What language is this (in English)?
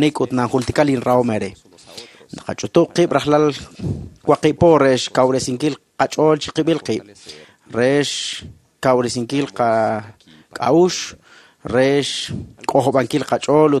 Kekchí